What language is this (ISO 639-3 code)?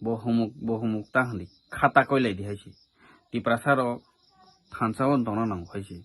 trp